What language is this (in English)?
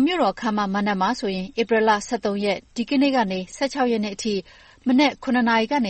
Burmese